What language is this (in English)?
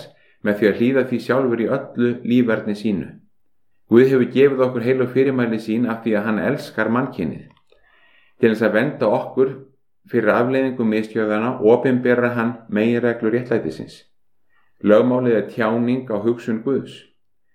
Icelandic